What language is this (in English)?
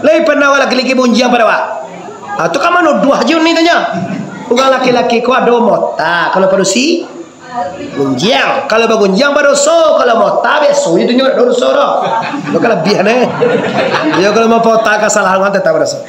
Minangkabau